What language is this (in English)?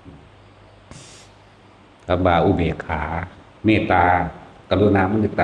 Northeastern Thai